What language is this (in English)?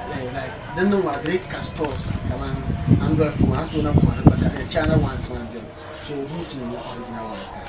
Dagbani